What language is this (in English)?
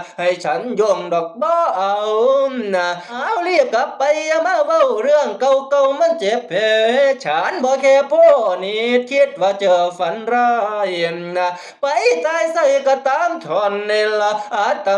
Northeastern Thai